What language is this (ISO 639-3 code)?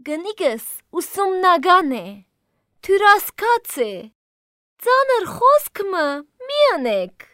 hye